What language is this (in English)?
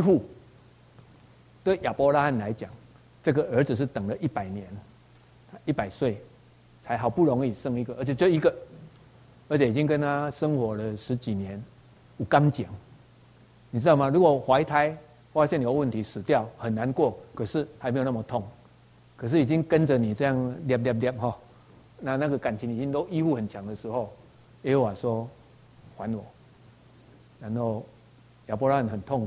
Chinese